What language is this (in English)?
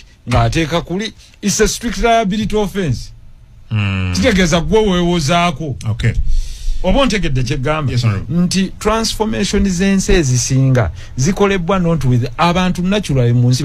Ganda